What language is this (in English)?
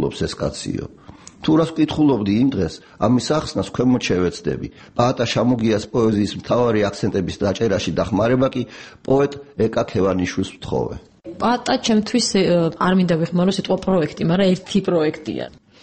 Georgian